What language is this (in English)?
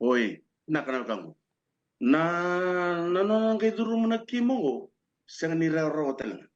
Fijian